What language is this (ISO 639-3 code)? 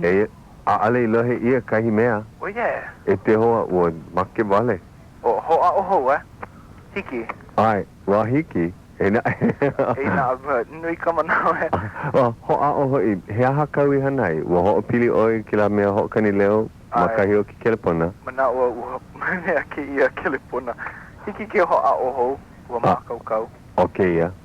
haw